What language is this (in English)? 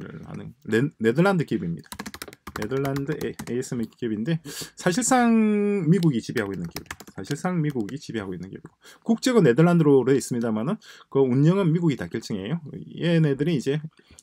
Korean